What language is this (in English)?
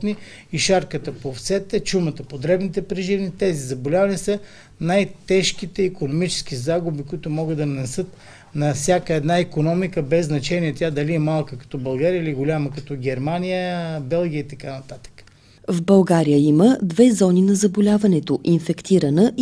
Bulgarian